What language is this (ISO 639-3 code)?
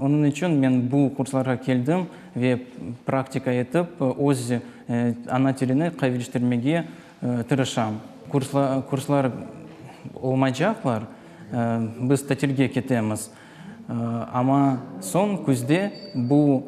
crh